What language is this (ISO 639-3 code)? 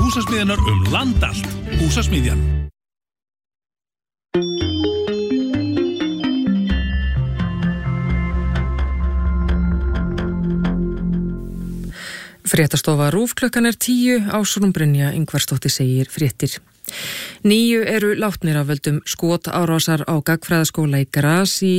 isl